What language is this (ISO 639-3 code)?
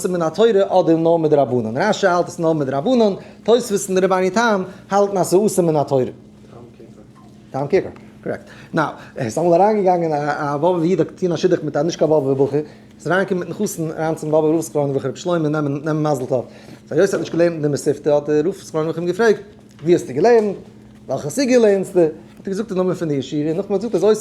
yid